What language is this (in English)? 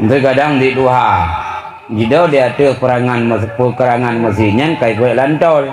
Achinese